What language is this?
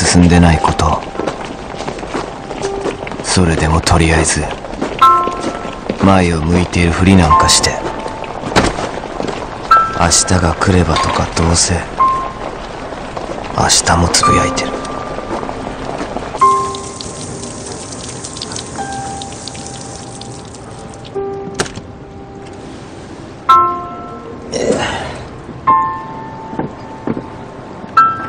Japanese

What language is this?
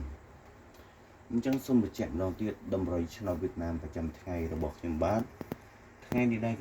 Khmer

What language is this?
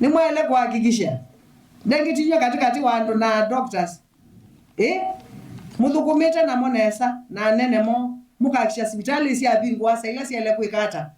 Kamba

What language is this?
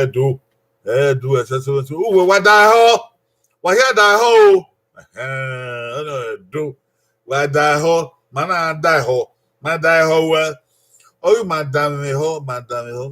Bini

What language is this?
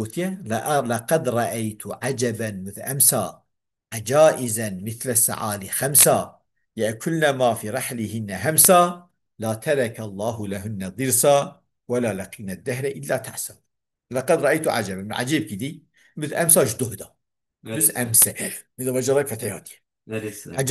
Kurdish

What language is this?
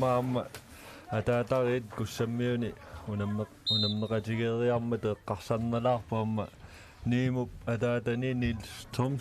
Kalaallisut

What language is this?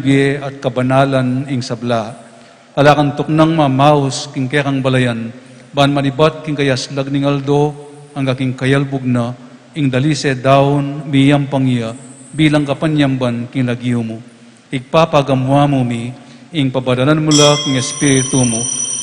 Pampanga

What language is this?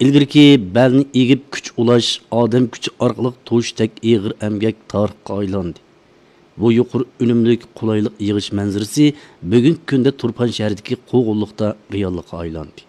Uyghur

